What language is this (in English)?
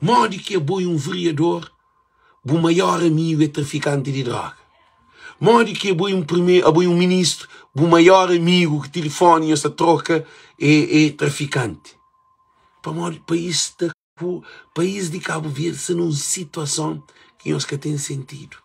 Kabuverdianu